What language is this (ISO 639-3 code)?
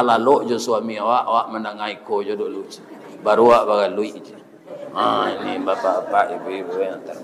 min